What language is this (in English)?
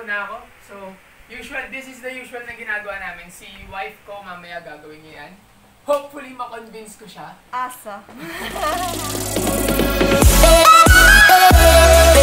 Filipino